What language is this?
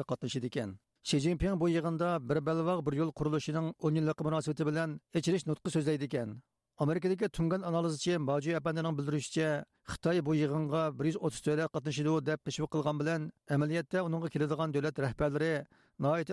Uyghur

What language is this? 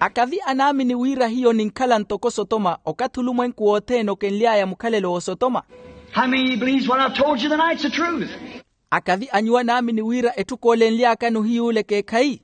Makhuwa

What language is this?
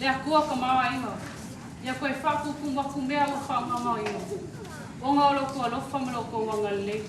Samoan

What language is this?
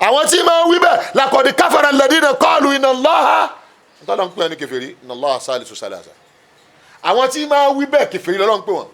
Yoruba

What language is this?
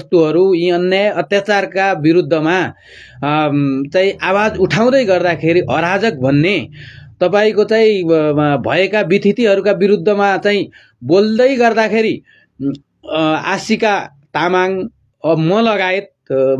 Nepali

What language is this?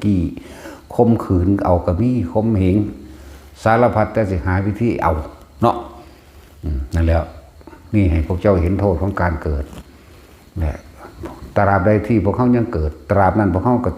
Lao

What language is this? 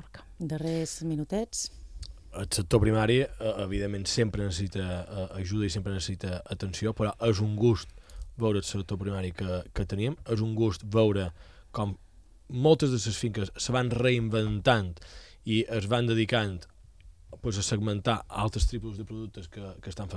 Catalan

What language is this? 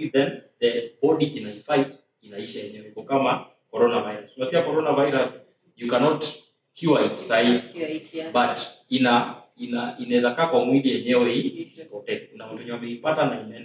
Swahili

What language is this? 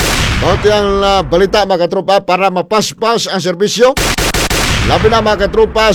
Cebuano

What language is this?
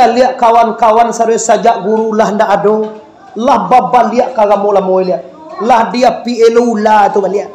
Minangkabau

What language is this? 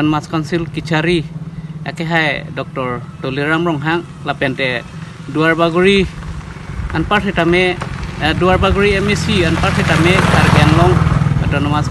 Karbi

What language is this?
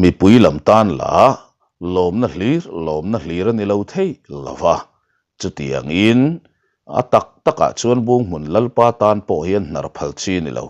Mizo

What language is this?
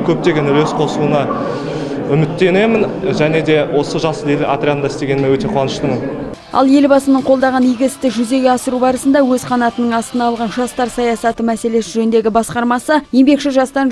Kazakh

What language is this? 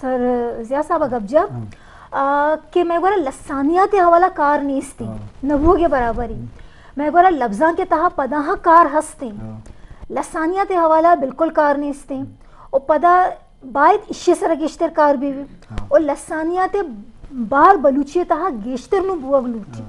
Eastern Balochi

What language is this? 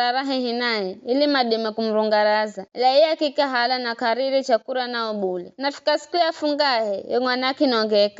Giryama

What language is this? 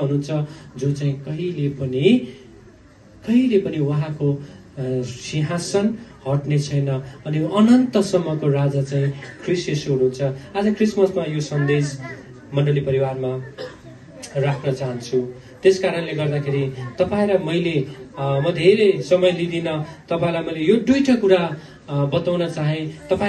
Nepali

